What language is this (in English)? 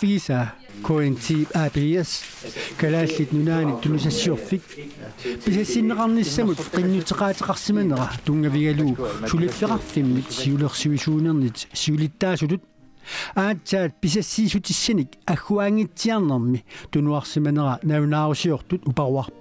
Kalaallisut